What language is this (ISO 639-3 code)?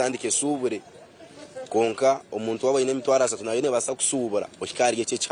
nyn